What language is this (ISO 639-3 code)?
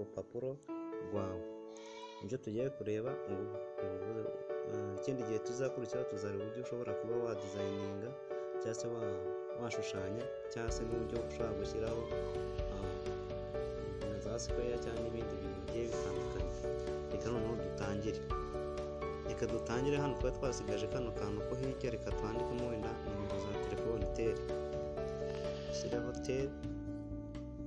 kin